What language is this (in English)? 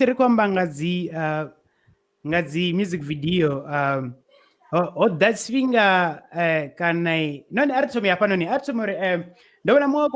Venda